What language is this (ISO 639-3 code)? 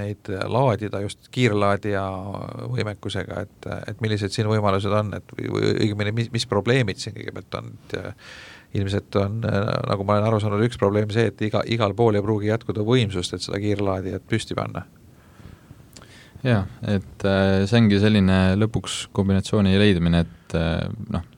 est